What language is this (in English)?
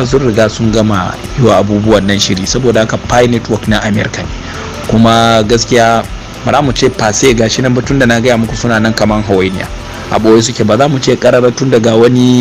Hausa